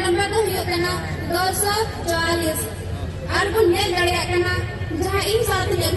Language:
Santali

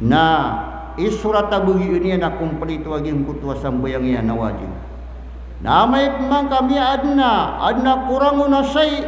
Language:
Maranao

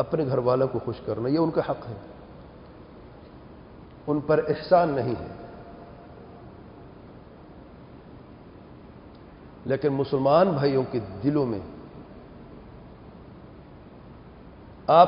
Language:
Urdu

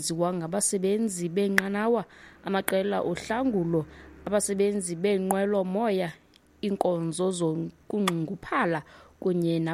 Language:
Xhosa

